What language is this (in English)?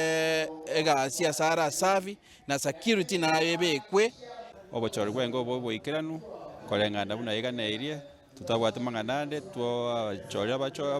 Gusii